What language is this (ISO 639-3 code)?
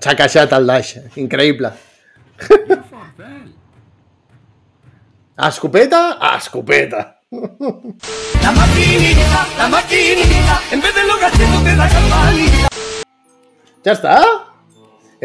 cat